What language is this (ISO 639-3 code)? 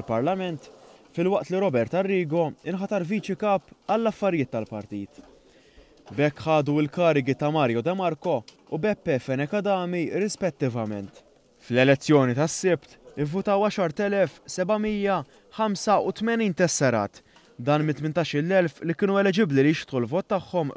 mlt